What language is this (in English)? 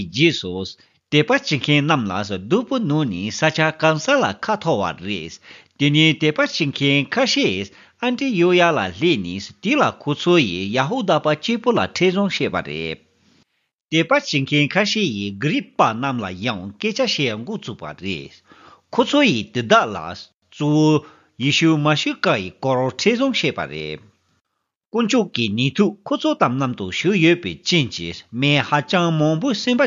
Tibetan